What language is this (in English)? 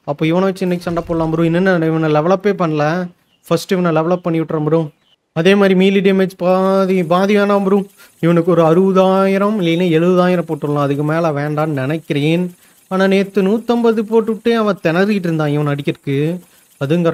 Tamil